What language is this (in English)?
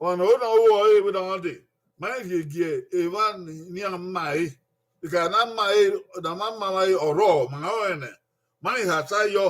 Bini